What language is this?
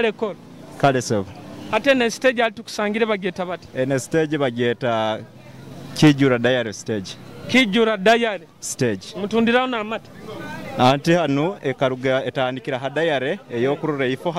Nyoro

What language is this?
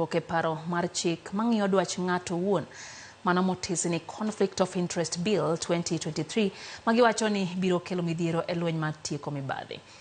Luo (Kenya and Tanzania)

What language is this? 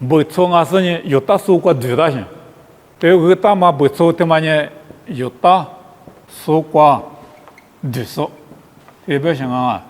Lisu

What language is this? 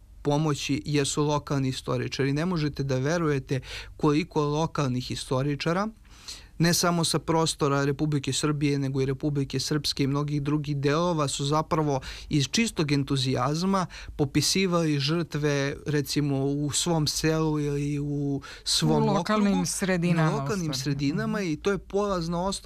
Serbian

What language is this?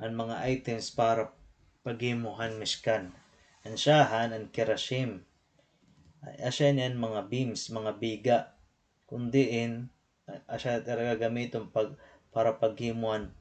Waray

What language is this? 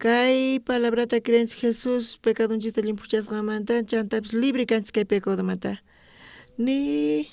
South Bolivian Quechua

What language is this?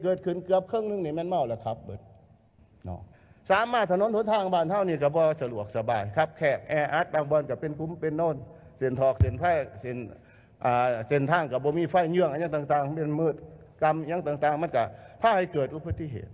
Lao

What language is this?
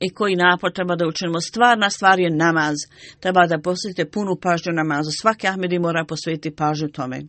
Bosnian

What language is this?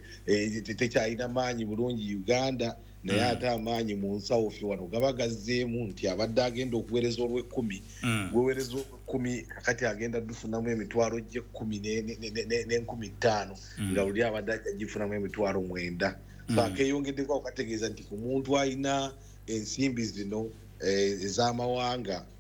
Ganda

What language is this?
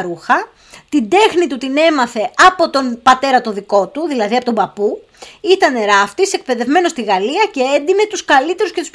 Greek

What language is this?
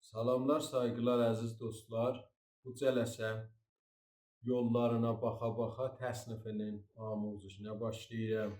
South Azerbaijani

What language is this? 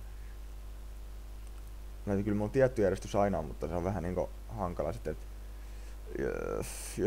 Finnish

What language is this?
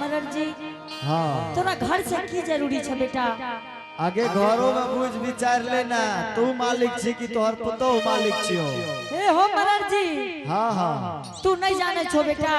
Angika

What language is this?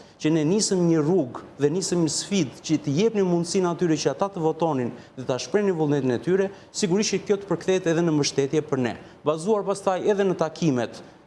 Albanian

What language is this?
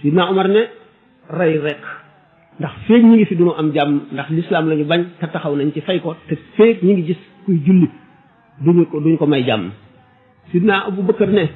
Wolof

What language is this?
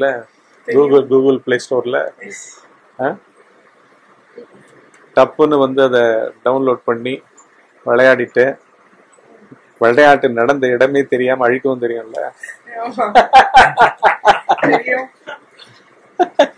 Tamil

